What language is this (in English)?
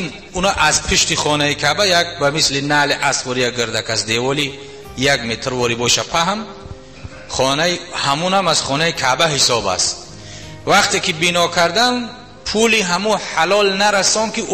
Tajik